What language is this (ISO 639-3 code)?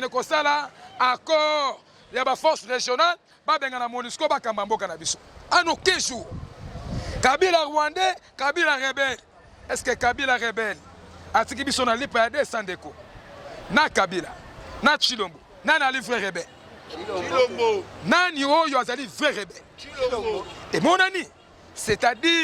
lin